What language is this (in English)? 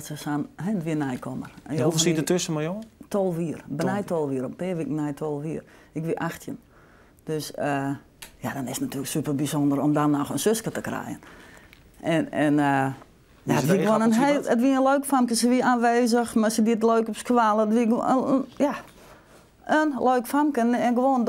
Western Frisian